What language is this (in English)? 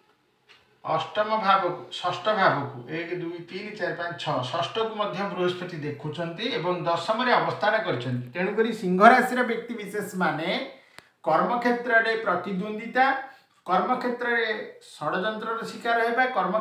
Odia